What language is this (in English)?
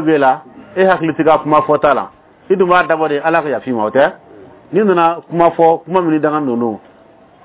Bambara